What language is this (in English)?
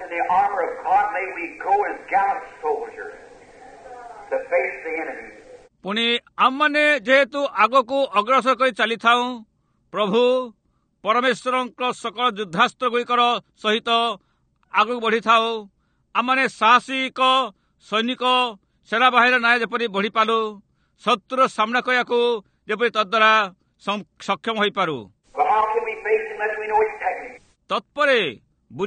Odia